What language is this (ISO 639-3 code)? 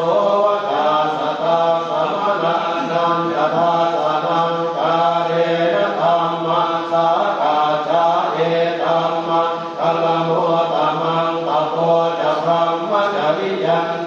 pli